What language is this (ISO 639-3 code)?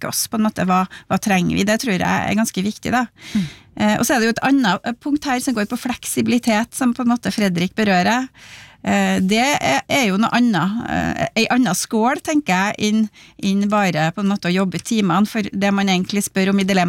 nor